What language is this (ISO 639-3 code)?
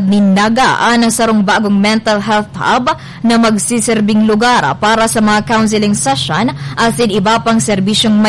bik